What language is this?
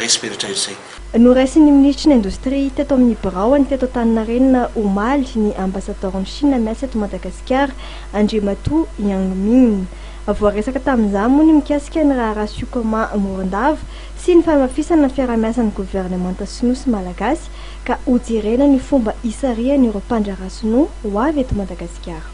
Malagasy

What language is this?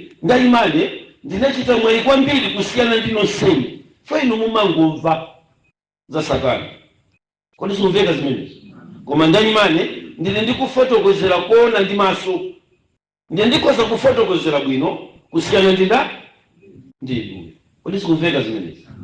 Nyanja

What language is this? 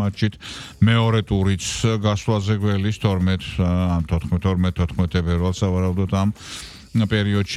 Georgian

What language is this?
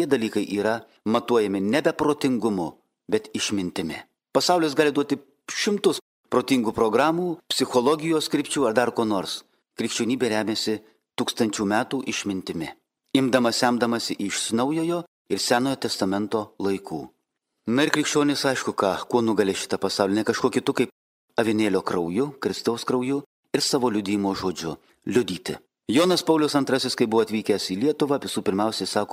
Lithuanian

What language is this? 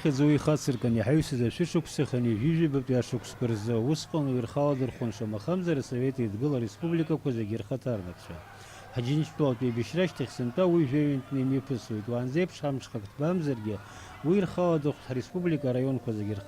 Abkhazian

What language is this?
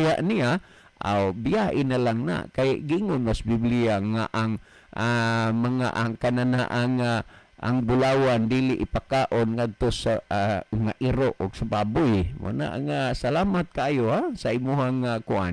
Cebuano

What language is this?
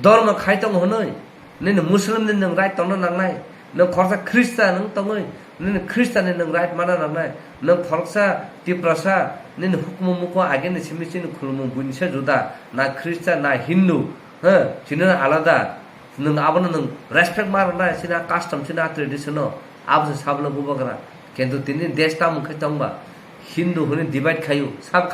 Kok Borok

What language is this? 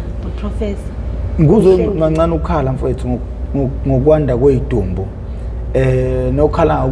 Zulu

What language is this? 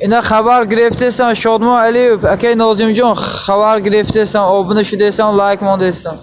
Tajik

